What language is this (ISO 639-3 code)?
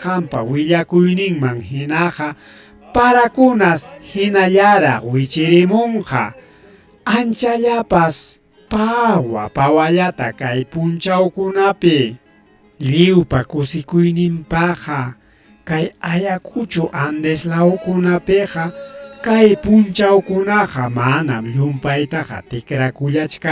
quy